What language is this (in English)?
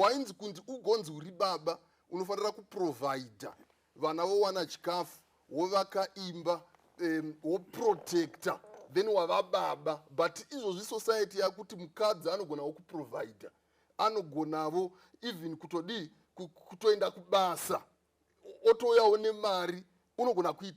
Shona